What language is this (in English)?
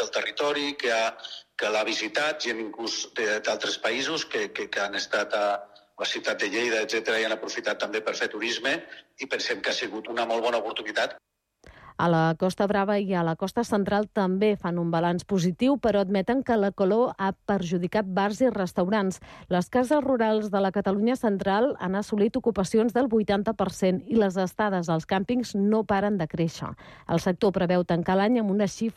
Catalan